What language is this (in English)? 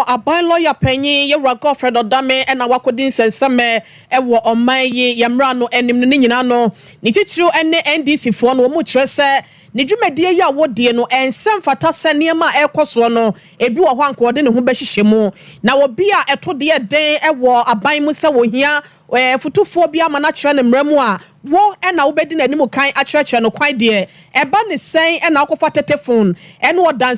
Akan